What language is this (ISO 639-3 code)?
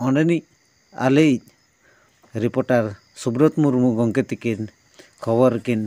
sat